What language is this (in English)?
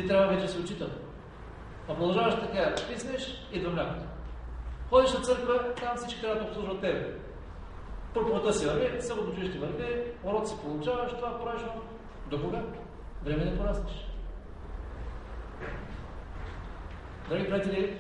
Bulgarian